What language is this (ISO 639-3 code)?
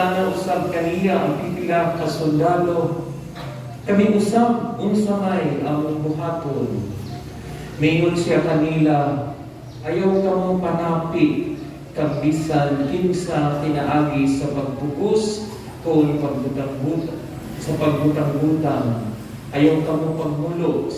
ceb